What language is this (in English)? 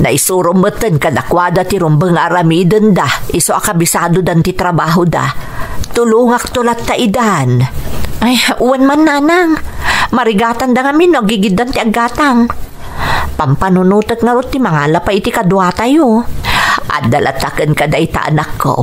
Iloko